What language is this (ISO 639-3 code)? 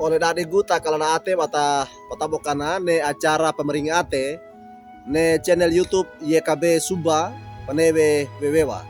wew